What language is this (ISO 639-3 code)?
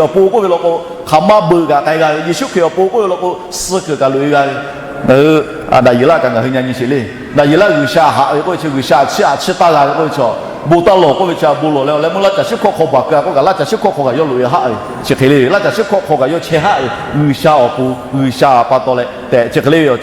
lhu